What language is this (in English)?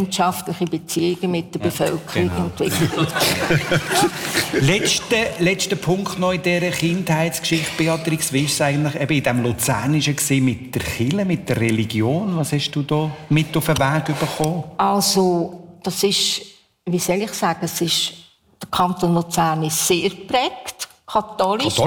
German